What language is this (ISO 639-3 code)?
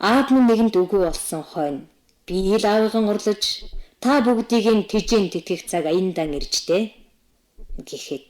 mon